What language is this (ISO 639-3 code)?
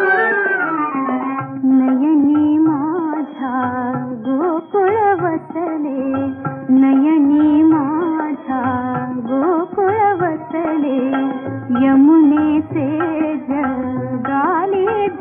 mar